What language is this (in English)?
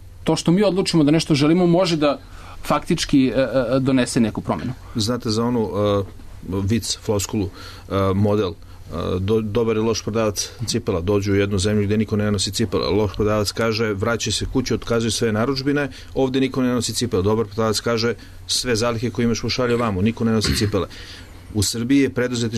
Serbian